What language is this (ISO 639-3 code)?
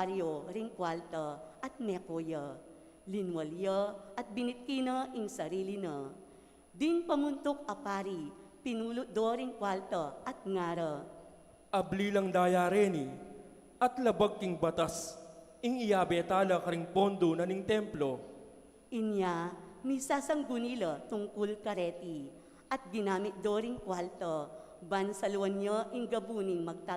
pam